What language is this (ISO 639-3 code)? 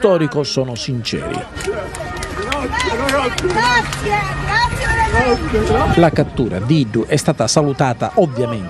ita